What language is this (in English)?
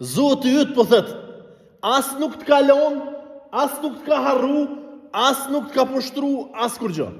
Albanian